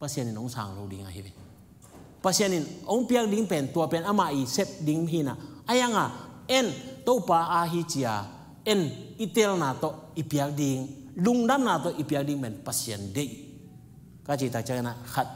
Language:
Tedim Chin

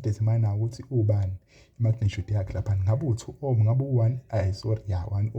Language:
Zulu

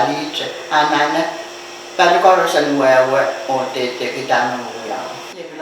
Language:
Pohnpeian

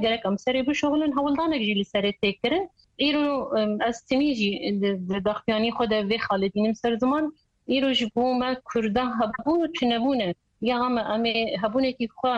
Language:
Kurdish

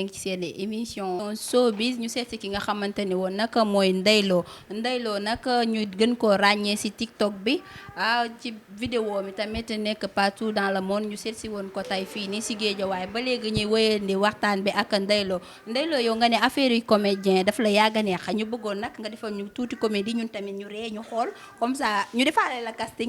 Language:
Wolof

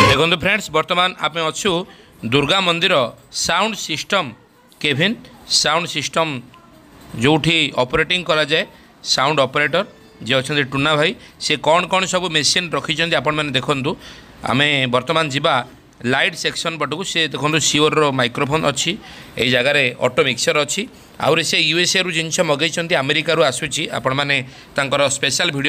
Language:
Odia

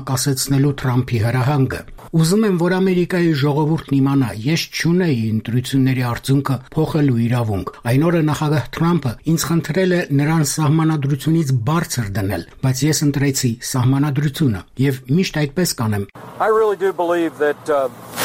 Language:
Armenian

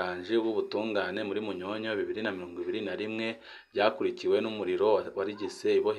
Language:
Rundi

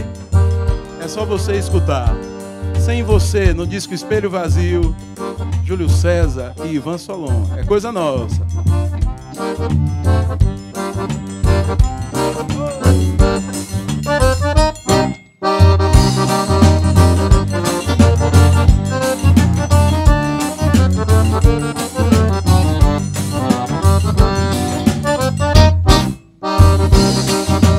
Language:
Portuguese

